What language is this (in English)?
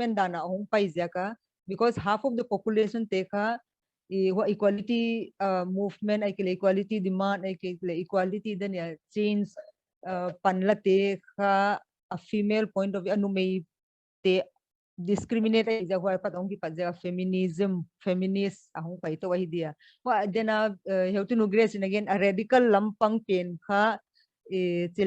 Paite Chin